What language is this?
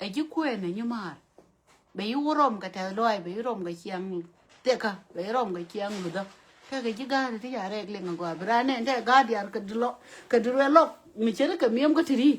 Nuer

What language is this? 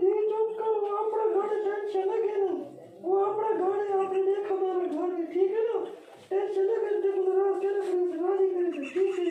Saraiki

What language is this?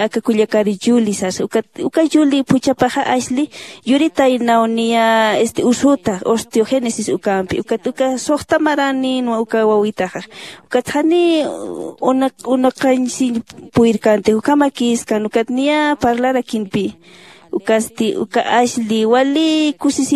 Aymara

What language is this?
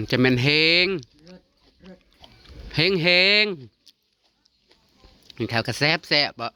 Northeastern Thai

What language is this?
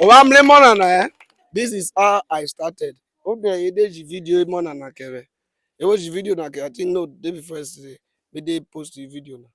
Urhobo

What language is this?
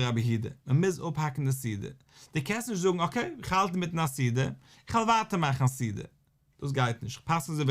Yiddish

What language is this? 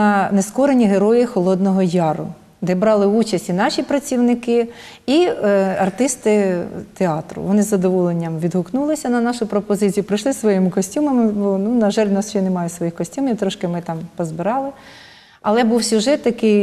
Ukrainian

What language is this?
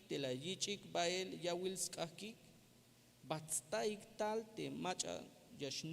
Tzeltal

